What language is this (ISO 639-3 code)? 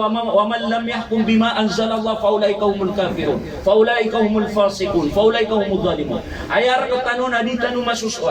mrw